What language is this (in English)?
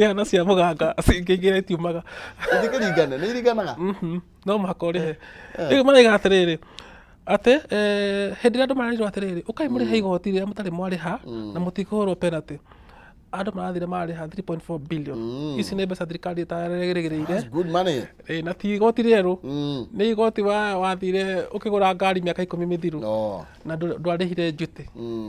Kikuyu